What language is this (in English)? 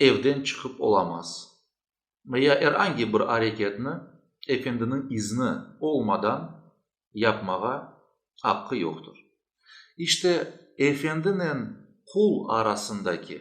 Crimean Tatar